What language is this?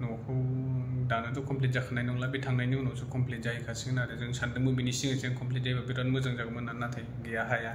Bodo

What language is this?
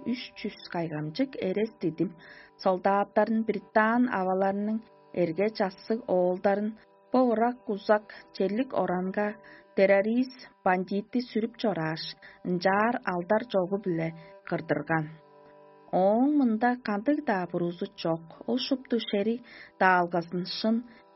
Tuvinian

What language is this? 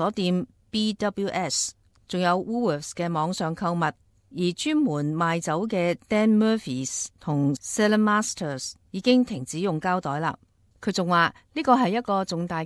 Cantonese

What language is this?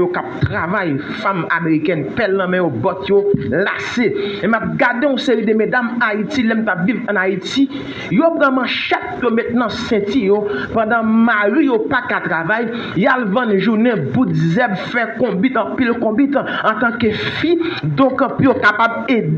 Haitian Creole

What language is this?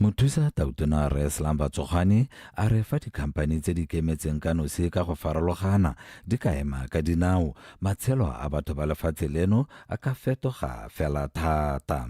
Tswana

